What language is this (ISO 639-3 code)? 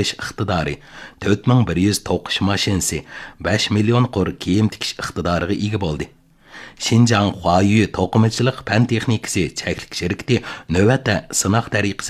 uig